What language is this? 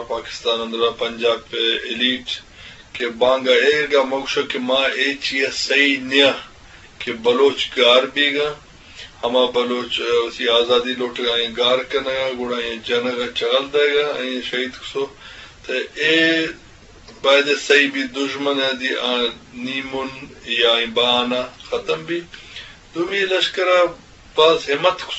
Eastern Balochi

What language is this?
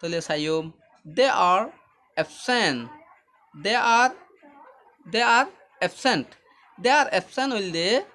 Rohingya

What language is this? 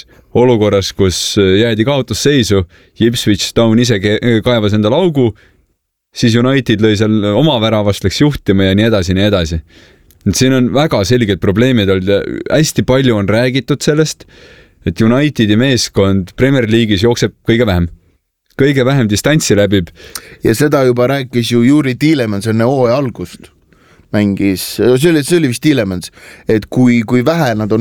Estonian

